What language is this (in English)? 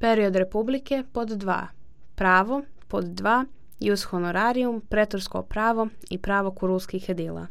Serbian